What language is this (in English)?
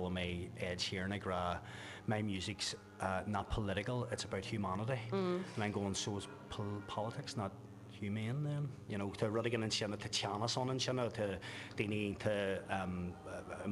Irish